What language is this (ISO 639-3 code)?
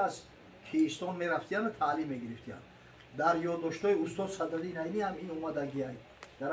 tgk